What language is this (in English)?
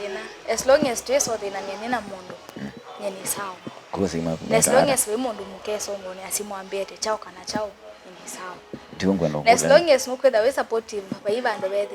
Kamba